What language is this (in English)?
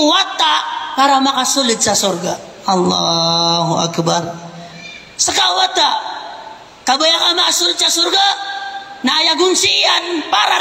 Maranao